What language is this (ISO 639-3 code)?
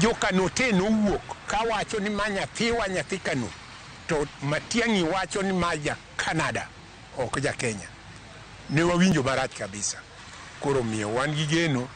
luo